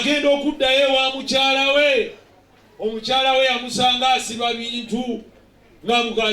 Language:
Ganda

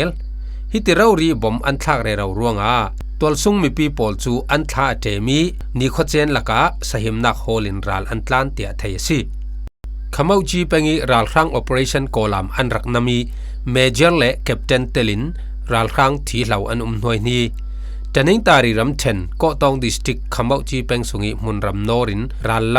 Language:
Falam Chin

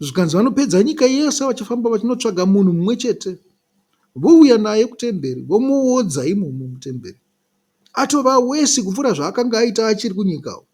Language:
Shona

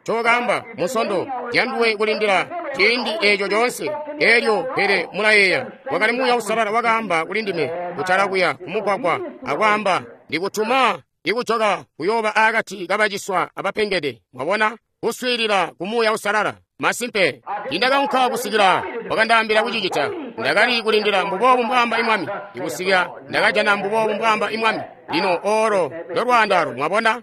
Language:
Tonga (Zambia)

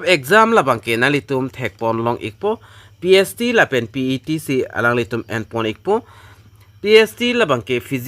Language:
Karbi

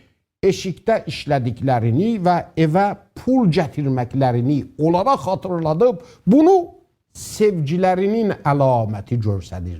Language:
South Azerbaijani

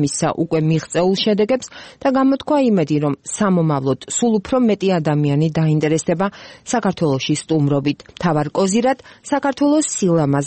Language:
Georgian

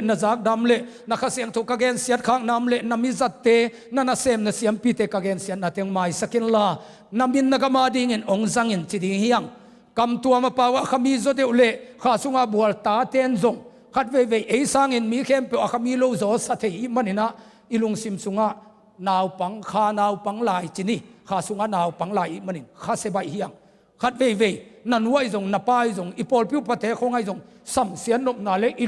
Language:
Tedim Chin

